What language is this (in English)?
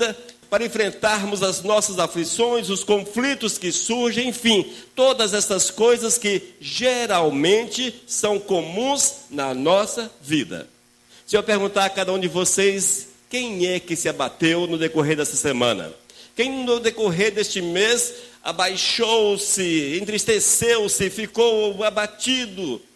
Portuguese